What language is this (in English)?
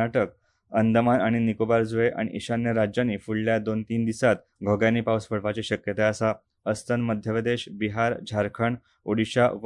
Konkani